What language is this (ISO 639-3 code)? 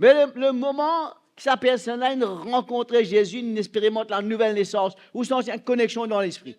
mfe